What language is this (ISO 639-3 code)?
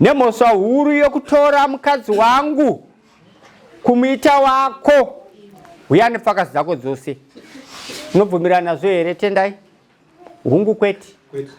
sna